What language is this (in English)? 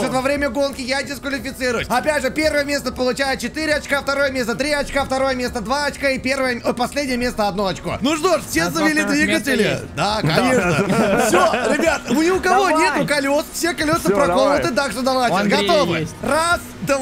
Russian